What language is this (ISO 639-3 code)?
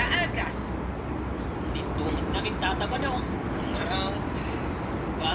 ilo